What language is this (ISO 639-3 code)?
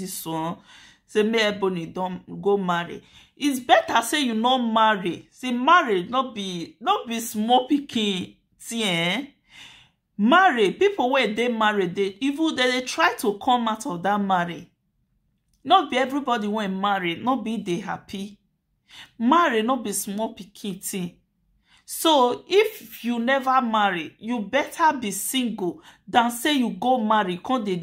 pcm